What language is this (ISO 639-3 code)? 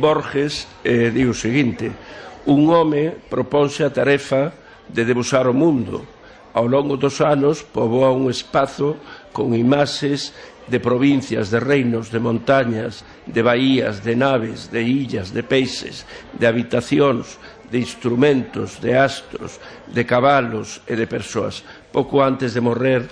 glg